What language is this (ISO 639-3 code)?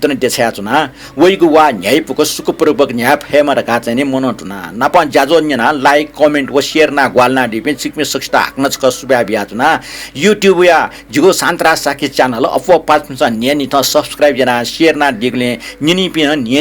new